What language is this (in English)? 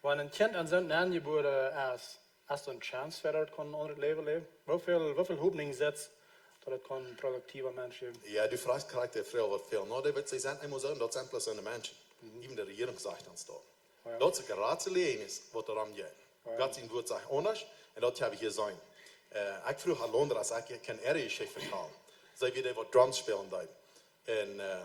Plautdietsch